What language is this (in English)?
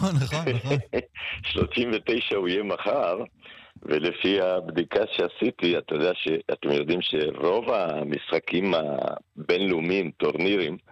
Hebrew